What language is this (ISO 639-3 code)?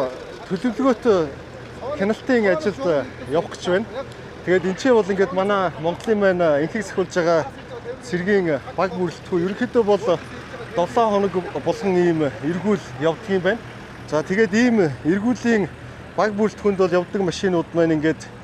mon